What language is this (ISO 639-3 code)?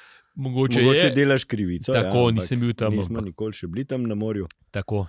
slv